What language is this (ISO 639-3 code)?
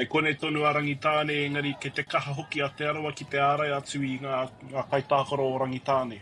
mri